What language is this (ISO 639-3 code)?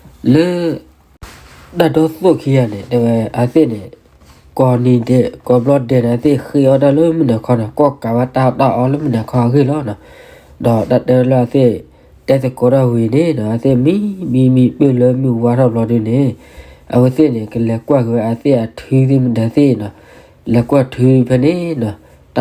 ksw